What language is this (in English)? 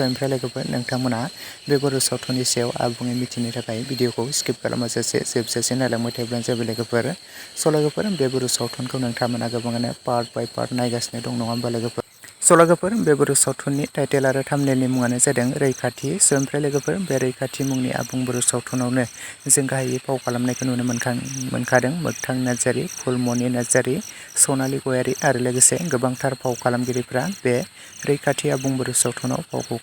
Bodo